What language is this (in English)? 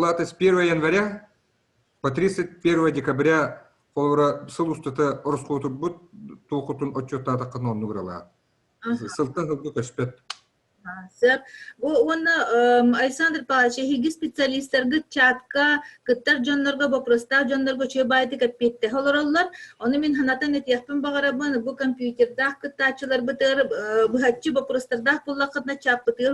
Yakut